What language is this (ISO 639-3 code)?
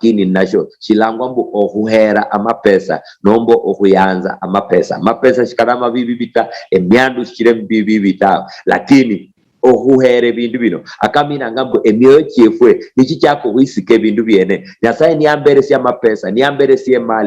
luy